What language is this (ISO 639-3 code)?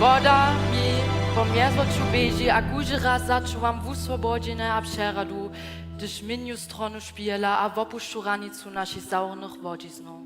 hsb